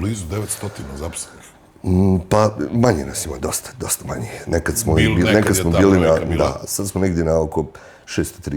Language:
Bosnian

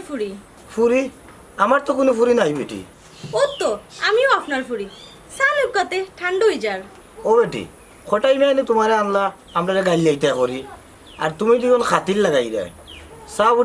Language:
Sylheti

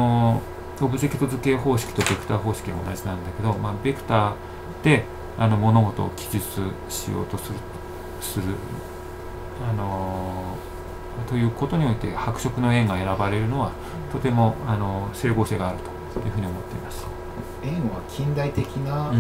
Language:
Japanese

